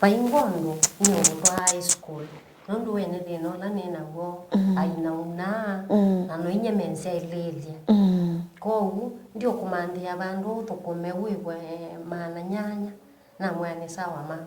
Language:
Kamba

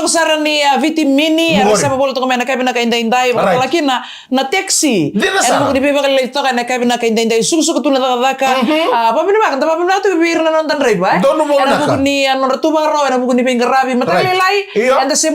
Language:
Fijian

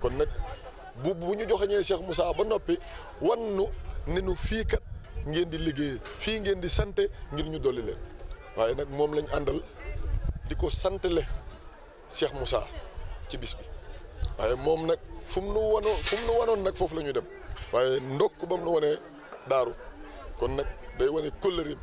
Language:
Wolof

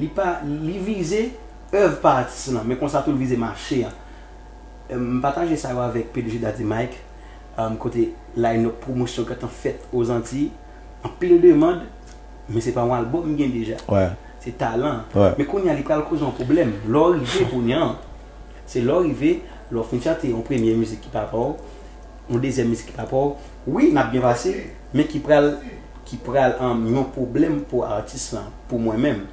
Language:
Haitian Creole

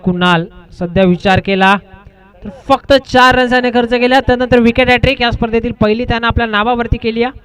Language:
Marathi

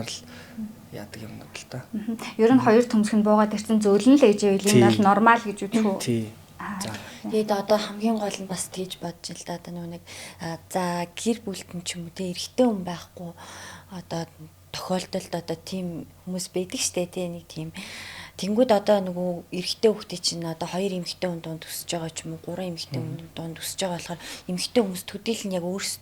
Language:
Mongolian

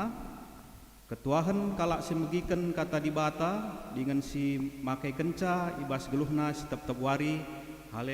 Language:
Batak Karo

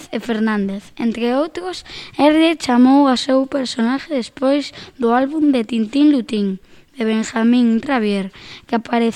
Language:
Galician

